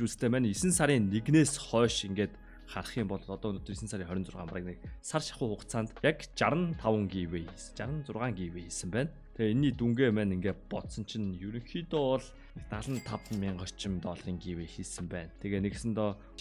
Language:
Mongolian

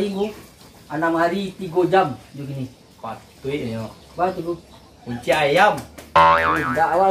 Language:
Minangkabau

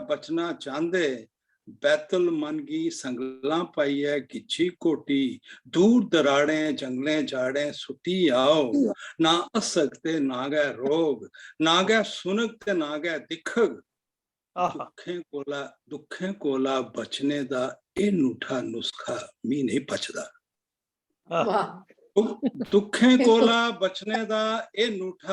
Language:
Dogri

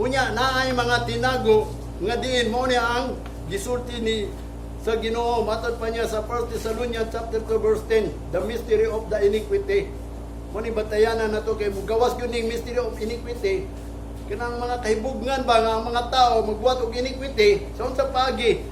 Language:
Cebuano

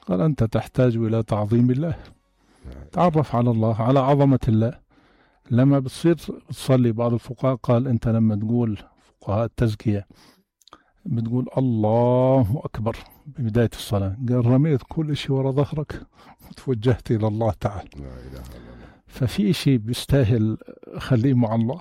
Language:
North Levantine Arabic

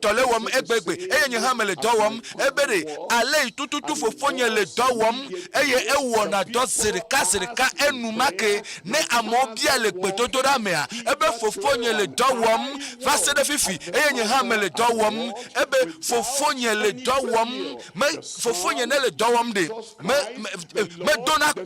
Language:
Ewe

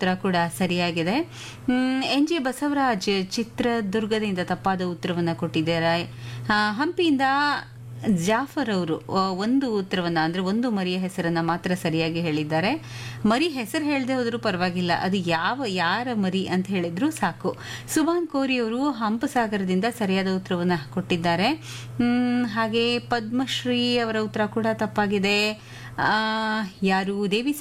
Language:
Kannada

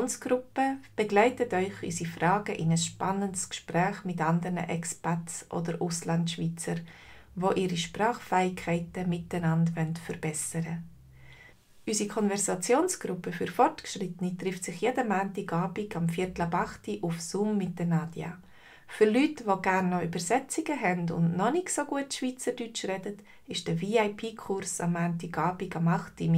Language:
Swiss German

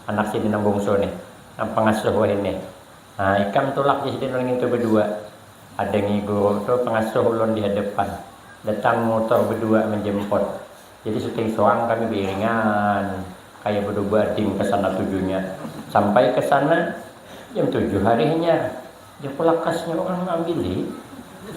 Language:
Banjar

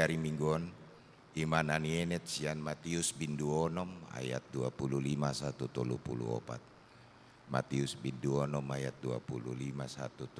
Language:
Batak Toba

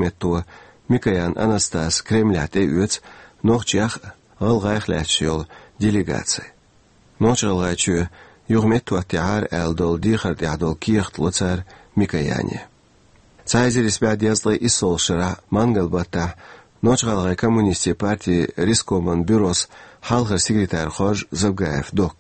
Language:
Chechen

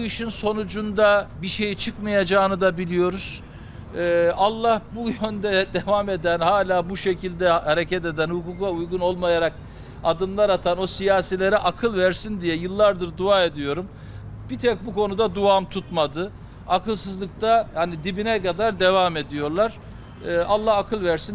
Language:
Turkish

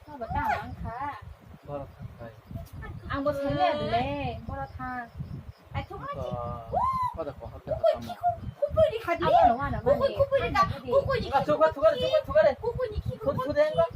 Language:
Kok Borok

